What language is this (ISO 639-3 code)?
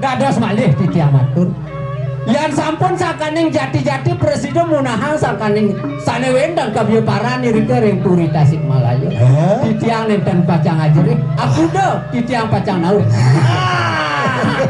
ban